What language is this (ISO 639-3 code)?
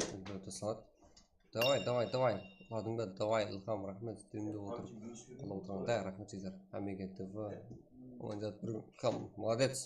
kaa